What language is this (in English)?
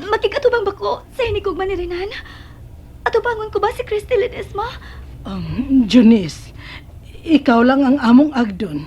Cebuano